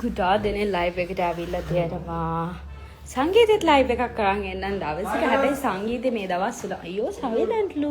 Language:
Sinhala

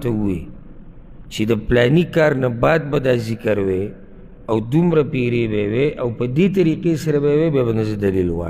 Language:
Pashto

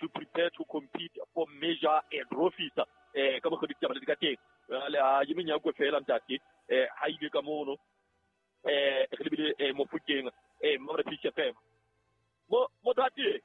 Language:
Southern Sotho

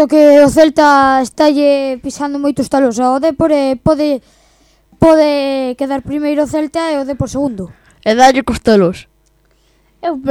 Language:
Galician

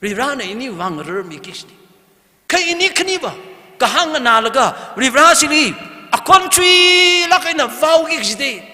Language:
Tangkhul Naga (India)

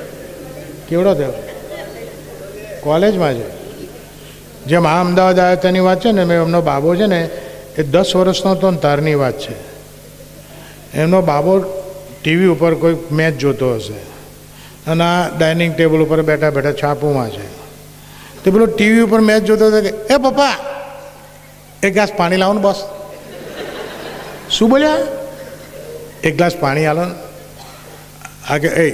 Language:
Gujarati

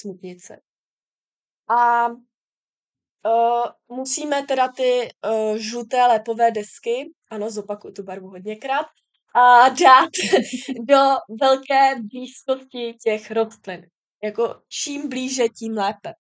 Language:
Czech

